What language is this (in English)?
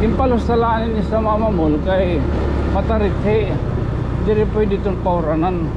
Waray